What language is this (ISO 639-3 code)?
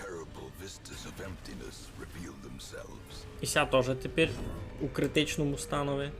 rue